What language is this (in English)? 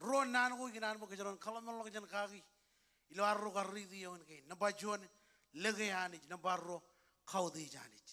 Marshallese